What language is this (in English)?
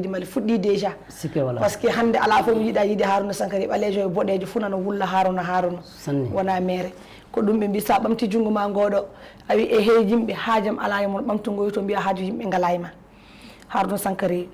Fula